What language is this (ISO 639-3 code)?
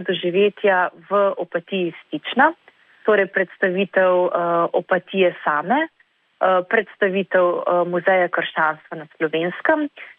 slv